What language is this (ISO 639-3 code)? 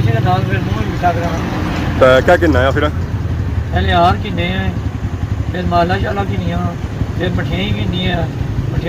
phr